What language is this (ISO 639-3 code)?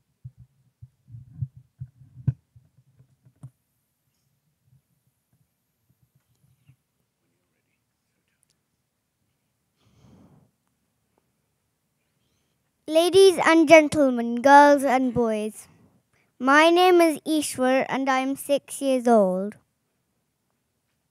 eng